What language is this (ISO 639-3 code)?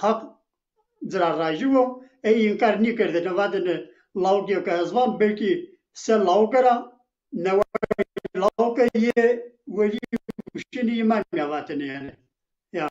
zza